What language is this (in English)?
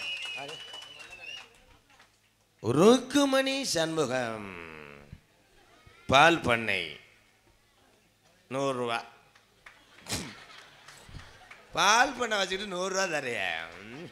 Tamil